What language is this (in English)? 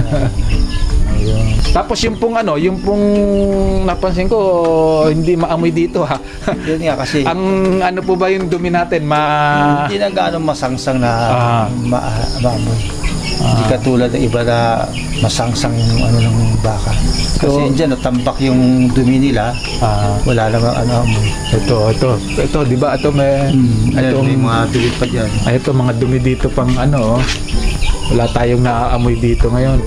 Filipino